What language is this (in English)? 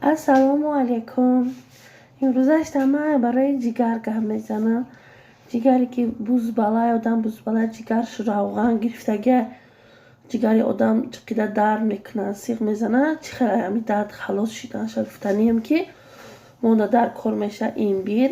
Tajik